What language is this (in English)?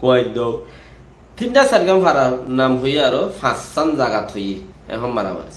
Rohingya